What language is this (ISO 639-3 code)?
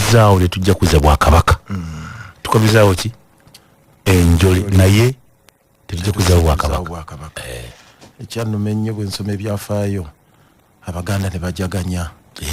lug